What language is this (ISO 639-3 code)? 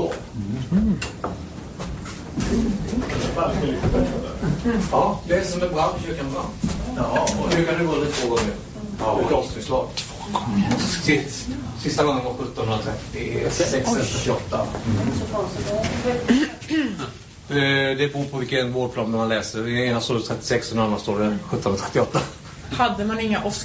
swe